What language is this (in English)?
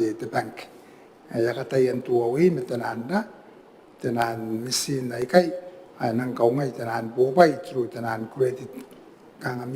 Gilbertese